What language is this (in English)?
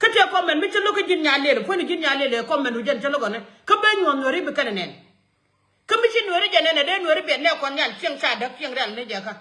Nuer